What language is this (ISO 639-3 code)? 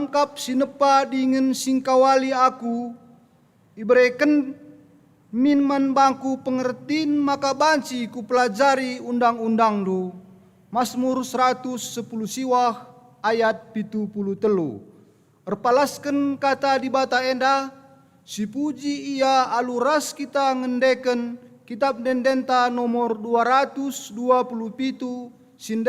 btx